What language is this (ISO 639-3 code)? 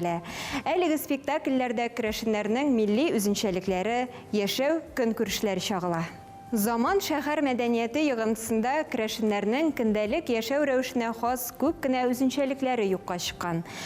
tat